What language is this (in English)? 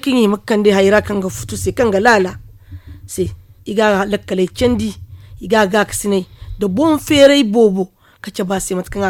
Zarma